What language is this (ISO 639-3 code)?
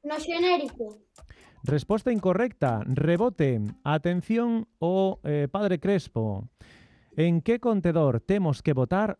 glg